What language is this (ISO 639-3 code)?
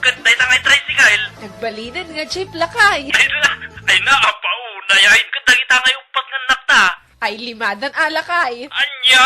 ilo